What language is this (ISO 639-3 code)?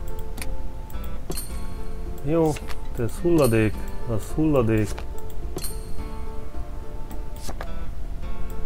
hun